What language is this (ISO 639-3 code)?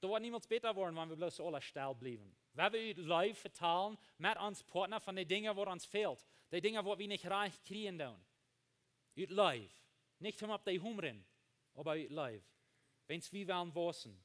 pdt